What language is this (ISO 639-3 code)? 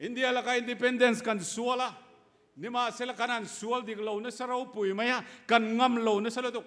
lus